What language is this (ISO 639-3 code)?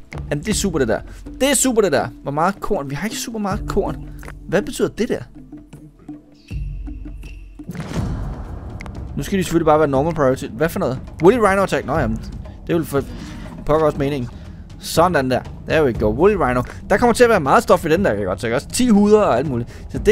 dan